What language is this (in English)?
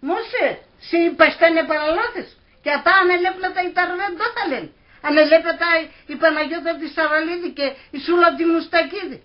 Pontic